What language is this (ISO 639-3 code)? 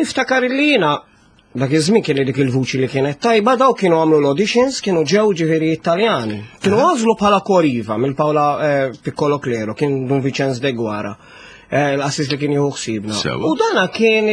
mlt